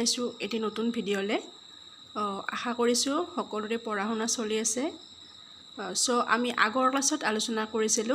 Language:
Assamese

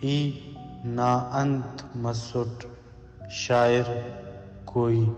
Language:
Brahui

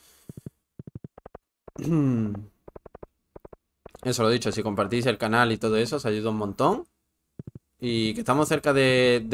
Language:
Spanish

